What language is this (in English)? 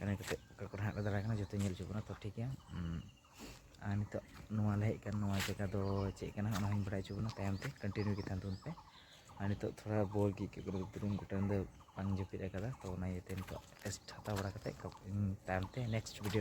Santali